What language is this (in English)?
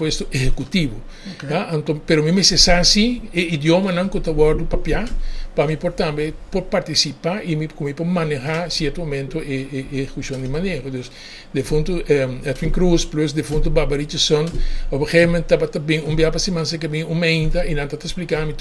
Papiamento